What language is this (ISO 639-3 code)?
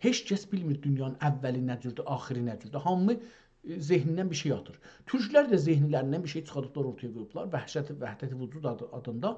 azb